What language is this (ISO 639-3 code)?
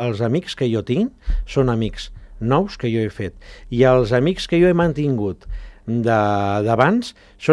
cat